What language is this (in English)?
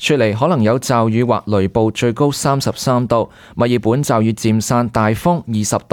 Cantonese